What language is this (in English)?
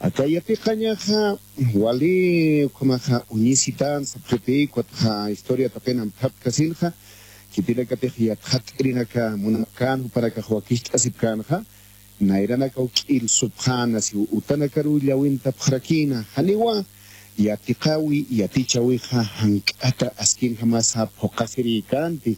Aymara